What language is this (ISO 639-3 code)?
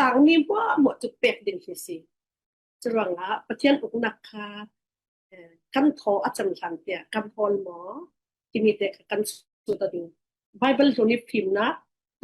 cfm